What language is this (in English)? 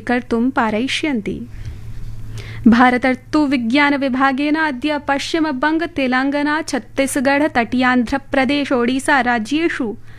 Sanskrit